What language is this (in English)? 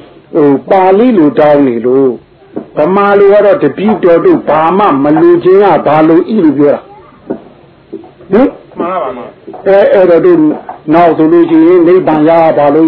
Burmese